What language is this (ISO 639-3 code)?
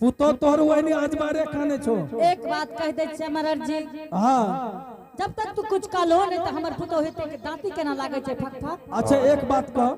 anp